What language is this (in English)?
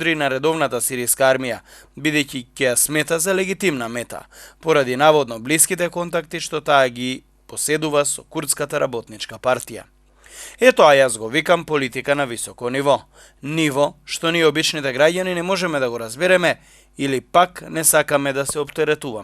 Macedonian